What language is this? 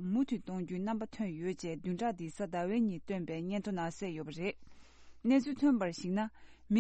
Tibetan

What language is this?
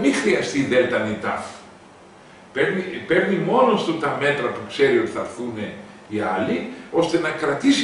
Greek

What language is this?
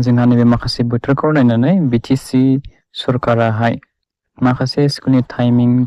Bodo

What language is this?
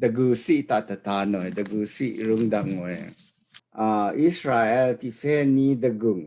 Rawang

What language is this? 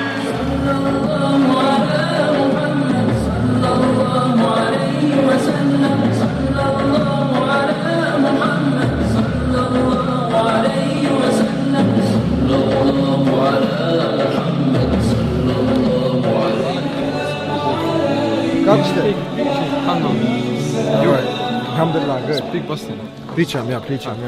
Bosnian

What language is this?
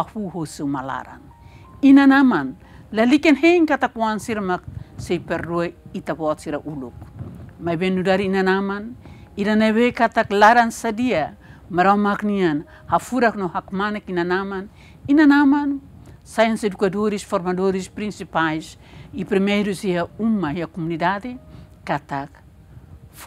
Tetum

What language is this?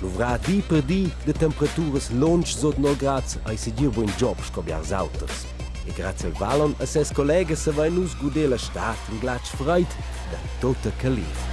Romansh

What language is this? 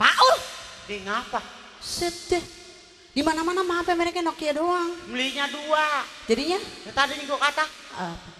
Betawi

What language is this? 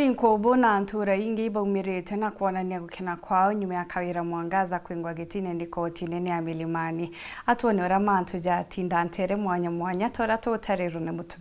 Meru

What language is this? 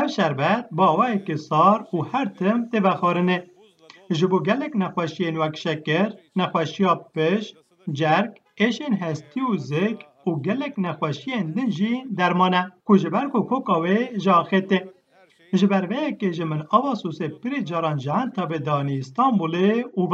Kurdish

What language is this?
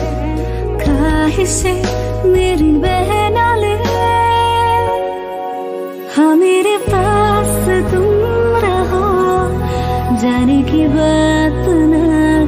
Hindi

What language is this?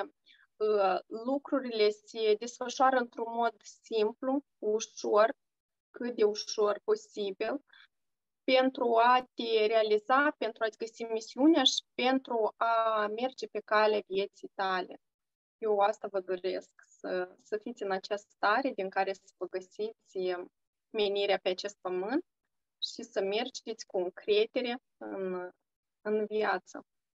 Romanian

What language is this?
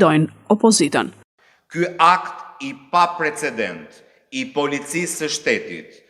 Albanian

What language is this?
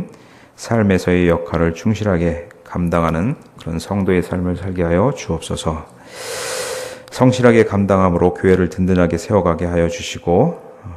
Korean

